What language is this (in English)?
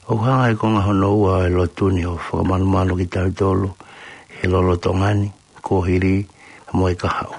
Tongan